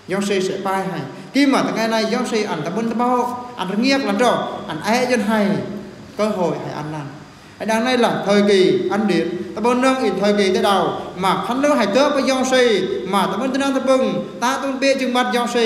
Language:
Eastern Bru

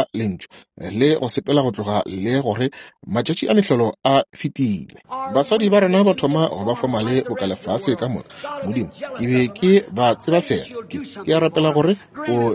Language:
Northern Sotho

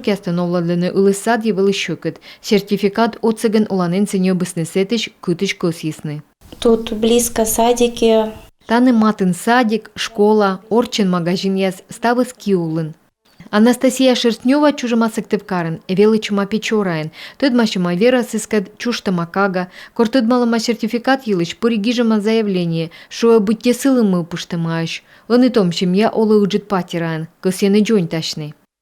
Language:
Komi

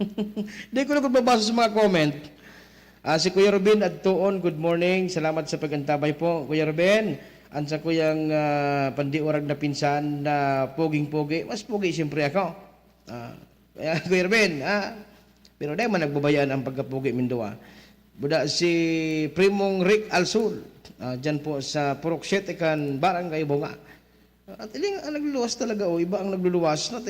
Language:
Bikol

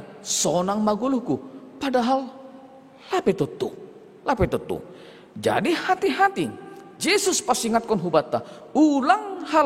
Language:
Batak Simalungun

